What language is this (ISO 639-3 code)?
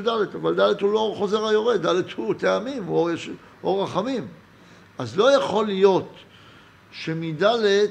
heb